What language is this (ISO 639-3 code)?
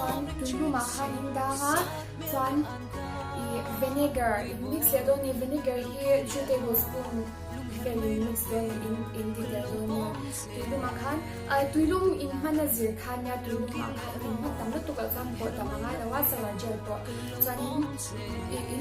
lus